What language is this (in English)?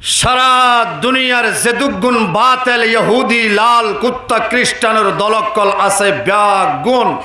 Rohingya